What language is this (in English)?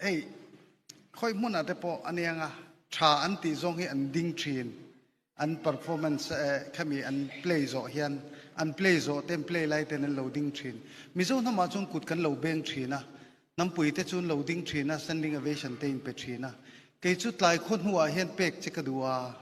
Mizo